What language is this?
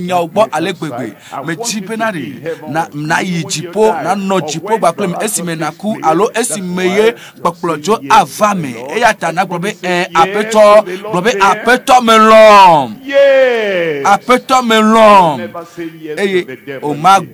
Ewe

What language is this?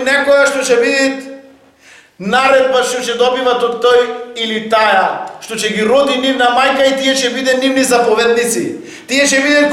Macedonian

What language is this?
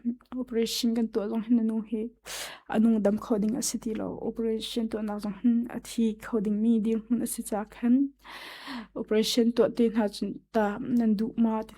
Hakha Chin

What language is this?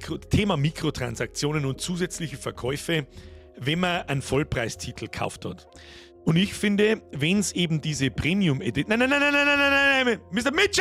Bavarian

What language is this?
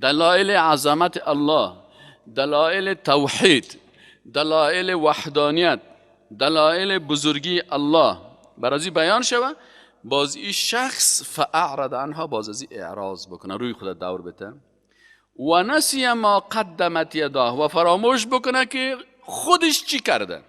Persian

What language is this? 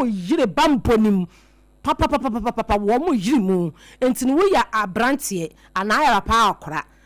Akan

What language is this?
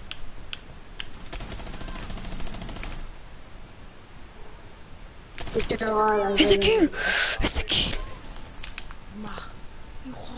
Hebrew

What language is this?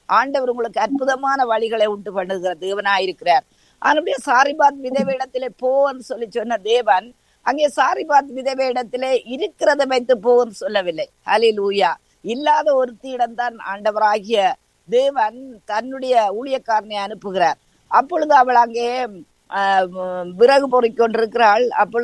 Tamil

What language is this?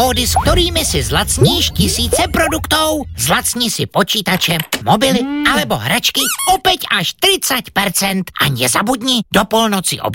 Slovak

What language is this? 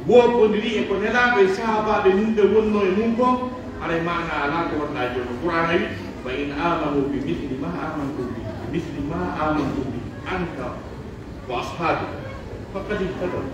Pular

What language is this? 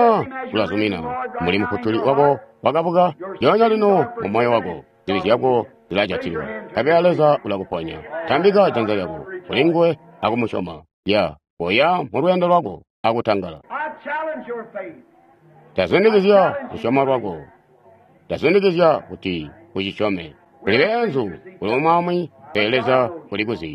Tonga (Zambia)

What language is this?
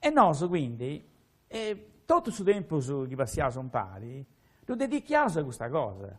Sardinian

